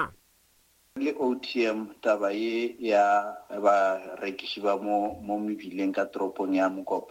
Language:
Northern Sotho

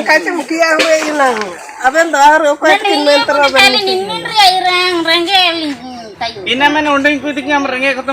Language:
Ho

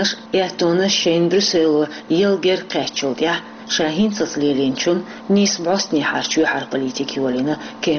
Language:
Chechen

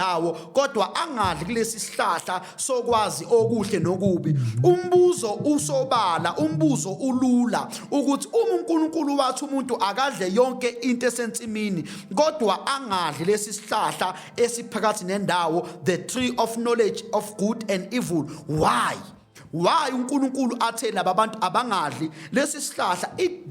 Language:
Zulu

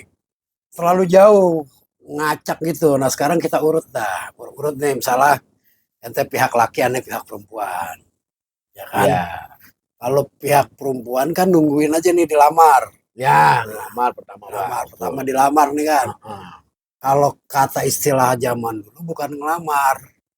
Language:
Betawi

